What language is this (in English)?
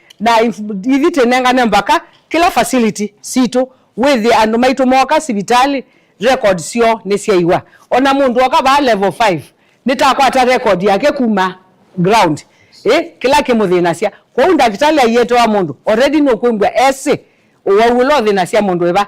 Kamba